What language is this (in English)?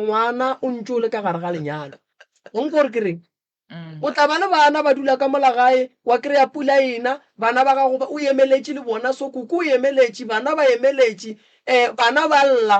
Northern Sotho